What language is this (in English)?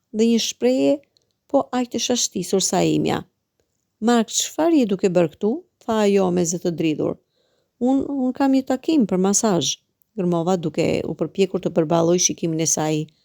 Albanian